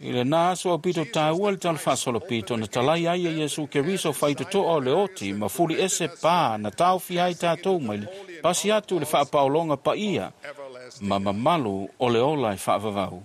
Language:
Samoan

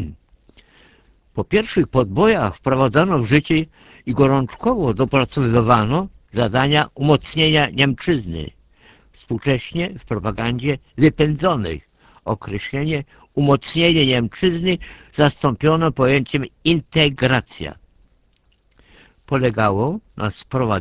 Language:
Polish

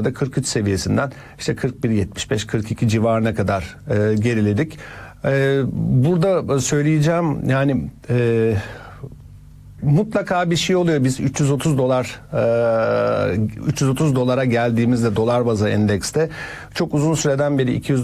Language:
Turkish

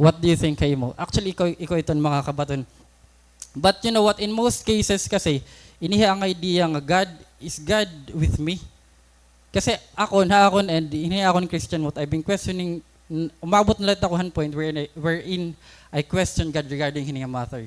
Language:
Waray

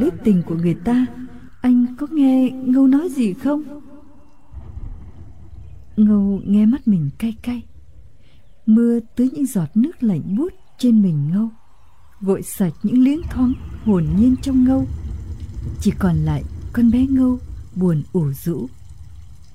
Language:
Vietnamese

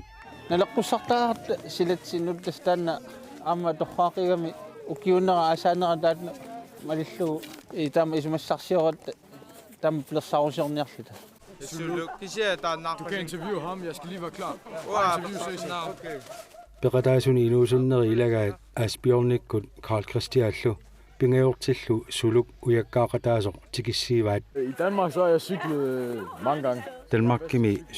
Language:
Kalaallisut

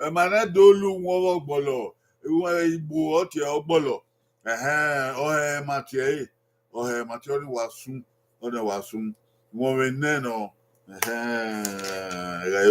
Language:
Bini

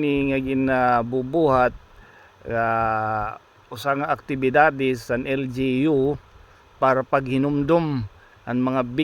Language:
Waray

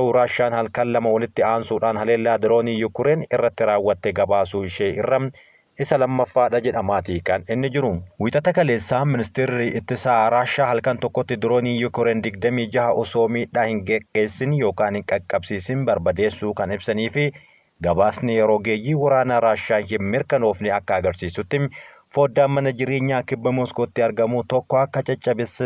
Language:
Oromo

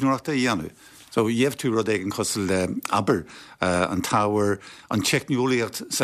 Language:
Irish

